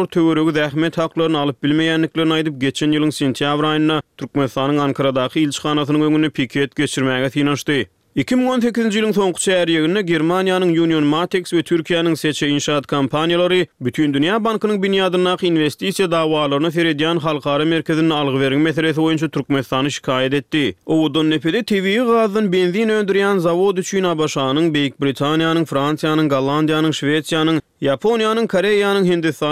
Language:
Turkmen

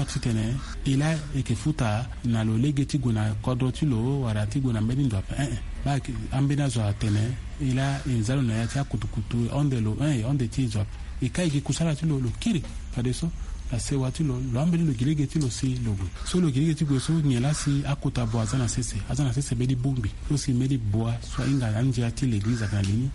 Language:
Sango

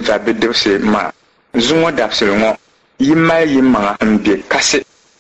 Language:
Dagbani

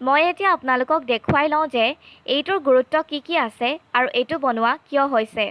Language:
Assamese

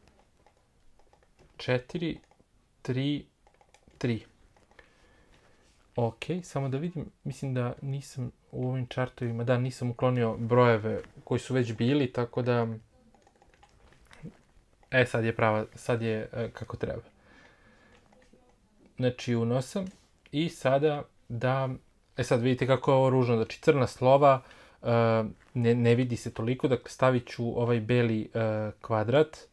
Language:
Serbian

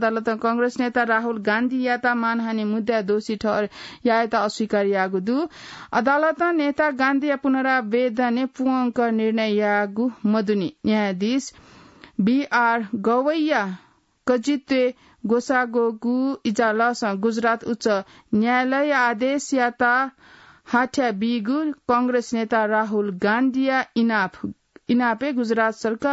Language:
Newari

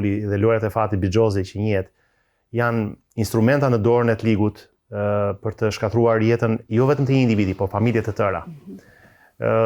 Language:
Albanian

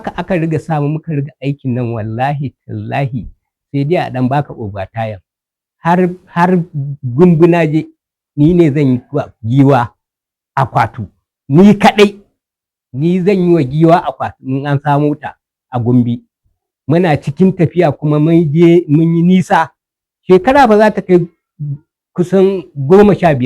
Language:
Hausa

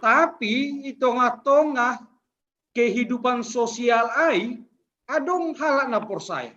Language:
Batak Simalungun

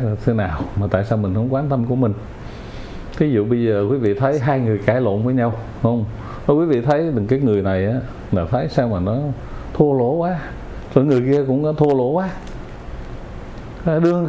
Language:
Vietnamese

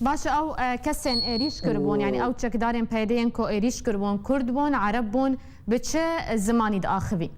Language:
Kurdish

